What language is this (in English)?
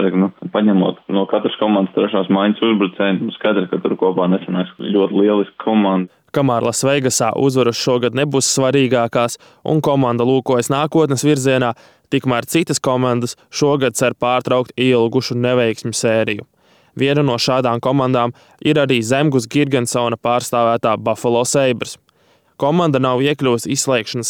Latvian